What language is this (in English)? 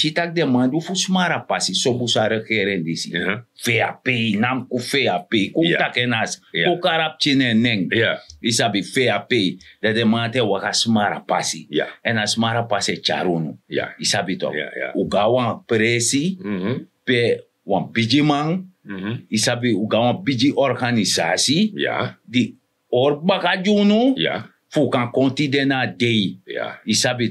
Sranan Tongo